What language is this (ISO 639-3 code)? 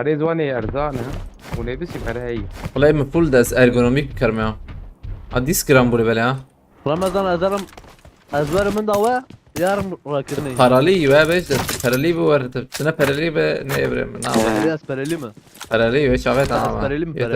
kur